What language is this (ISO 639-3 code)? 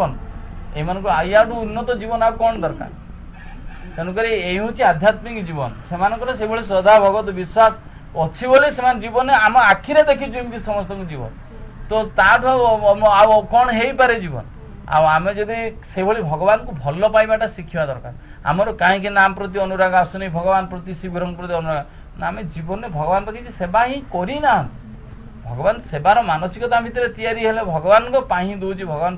ori